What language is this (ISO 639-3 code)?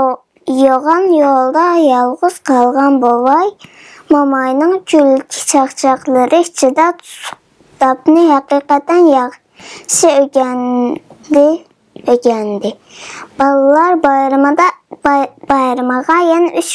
uig